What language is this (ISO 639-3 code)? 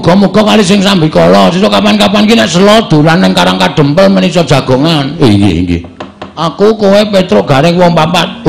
jav